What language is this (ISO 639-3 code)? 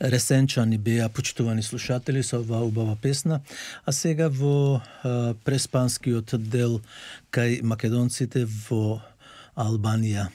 mkd